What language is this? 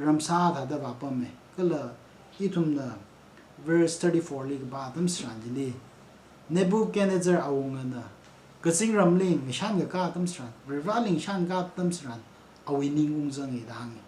Tangkhul Naga (India)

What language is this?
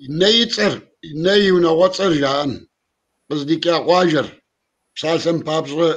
Kabardian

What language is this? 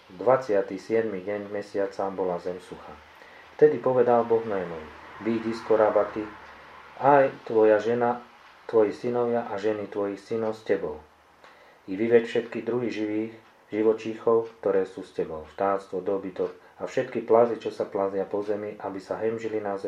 Slovak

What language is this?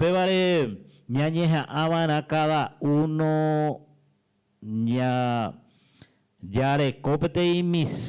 Guarani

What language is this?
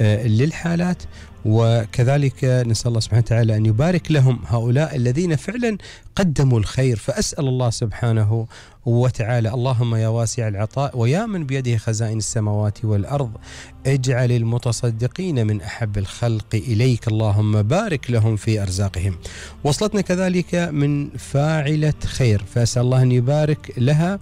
Gulf Arabic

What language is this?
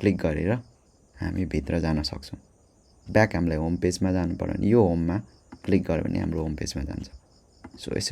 Nepali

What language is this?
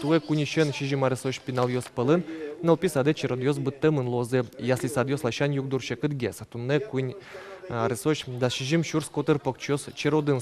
Udmurt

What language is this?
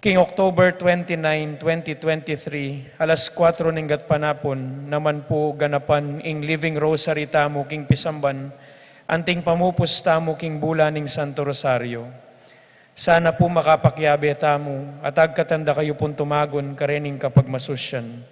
Pampanga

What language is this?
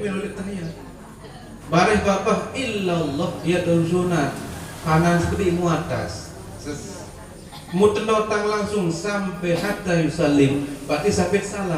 Sasak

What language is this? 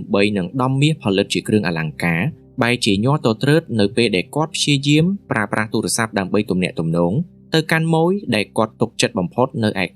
Khmer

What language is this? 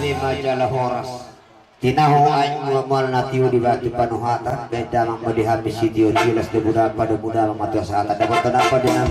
Batak Toba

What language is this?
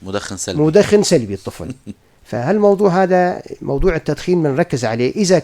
North Levantine Arabic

